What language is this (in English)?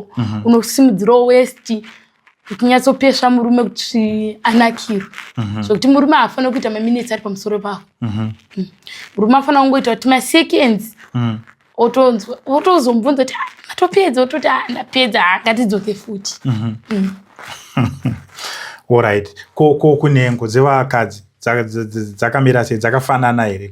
Shona